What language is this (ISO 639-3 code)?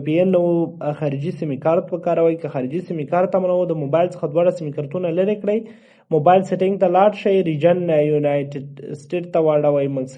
pus